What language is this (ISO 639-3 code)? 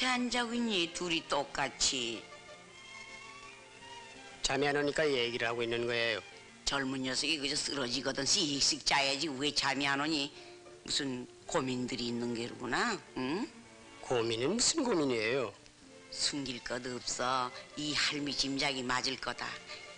kor